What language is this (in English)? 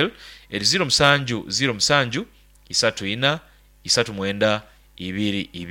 Nyoro